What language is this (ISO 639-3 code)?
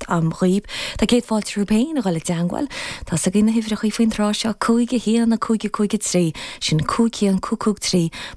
gle